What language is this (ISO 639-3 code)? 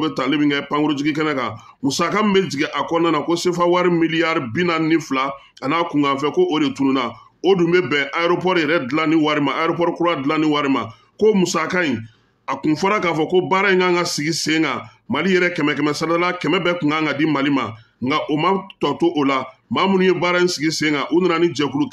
bam